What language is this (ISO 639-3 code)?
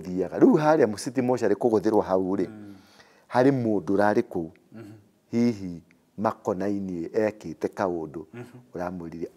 kik